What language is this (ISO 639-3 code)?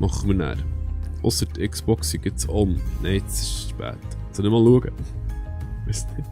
gsw